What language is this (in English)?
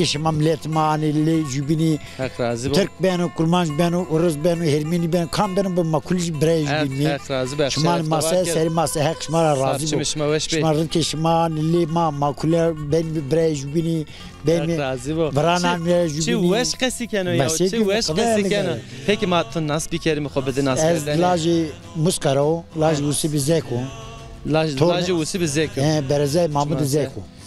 Zaza